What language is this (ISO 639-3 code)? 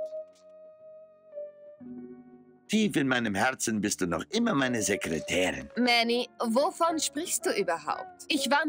deu